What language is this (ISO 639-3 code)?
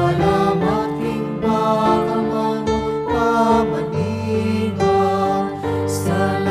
pam